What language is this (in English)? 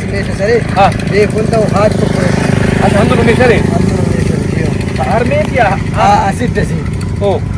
Brahui